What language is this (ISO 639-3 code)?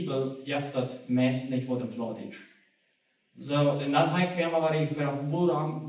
pdt